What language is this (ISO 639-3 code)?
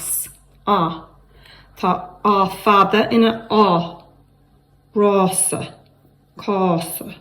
gle